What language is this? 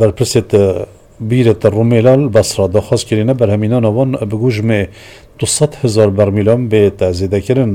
Kurdish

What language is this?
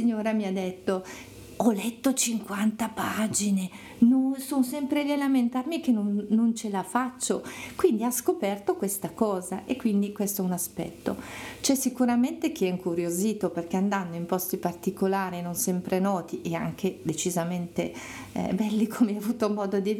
Italian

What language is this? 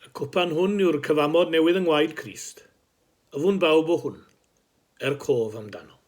Welsh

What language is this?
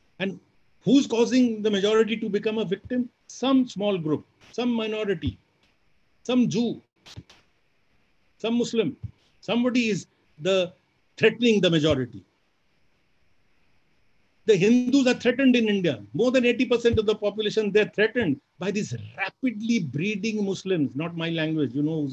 English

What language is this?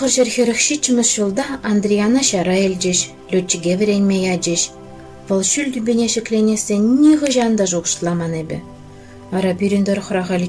Chuvash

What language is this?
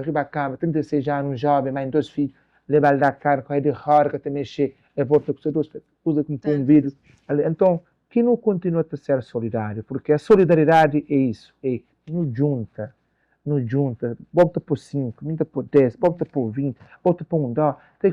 Kabuverdianu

